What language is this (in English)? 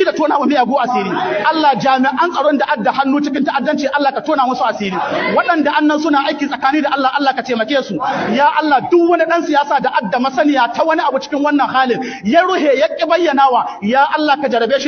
Hausa